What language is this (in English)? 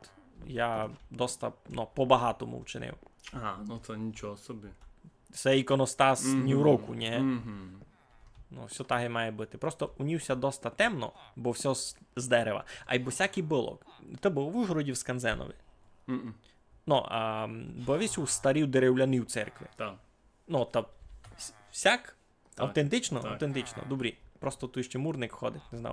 Rusyn